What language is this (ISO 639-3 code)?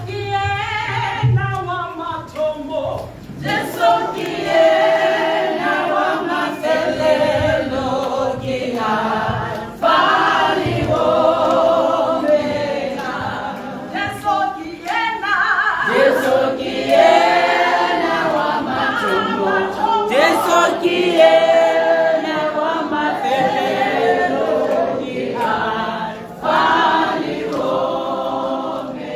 tsn